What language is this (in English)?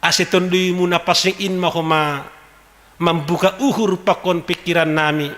Batak Simalungun